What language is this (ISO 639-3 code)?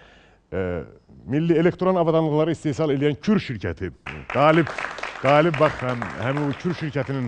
aze